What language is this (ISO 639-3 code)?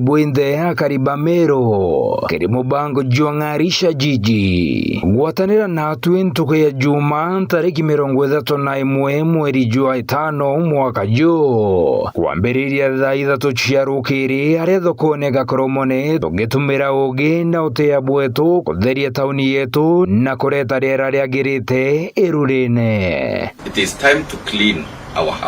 mer